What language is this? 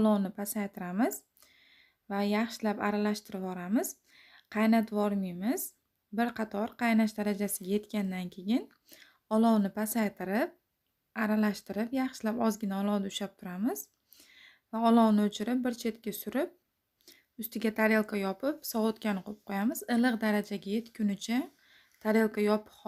Uzbek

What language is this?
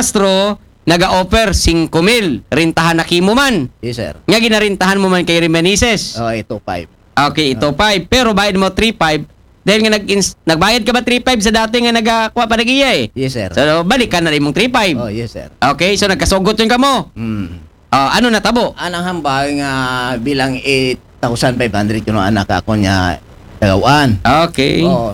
Aklanon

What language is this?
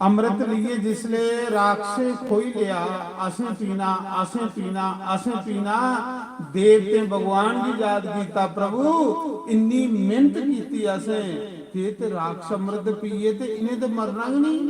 Dogri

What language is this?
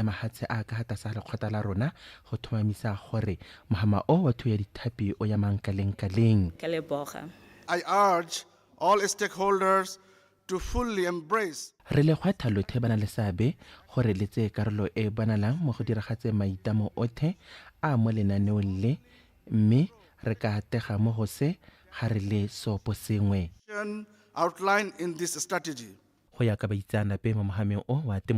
Tswana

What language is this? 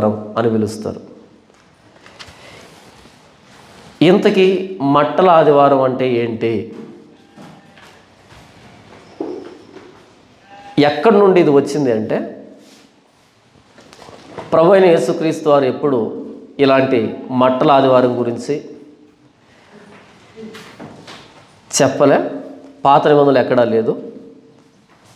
Telugu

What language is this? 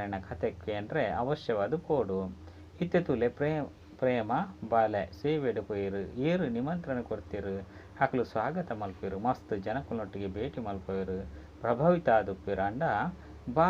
Tulu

